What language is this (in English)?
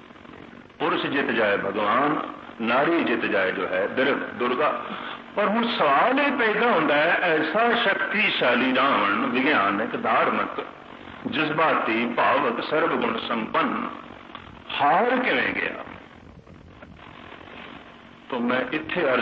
Punjabi